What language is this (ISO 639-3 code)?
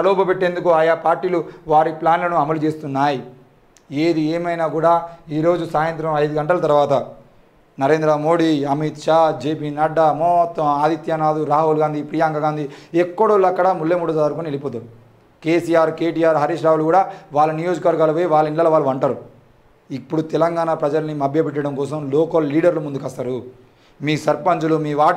tel